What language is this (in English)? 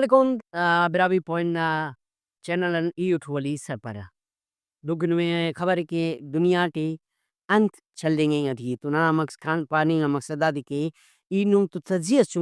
Brahui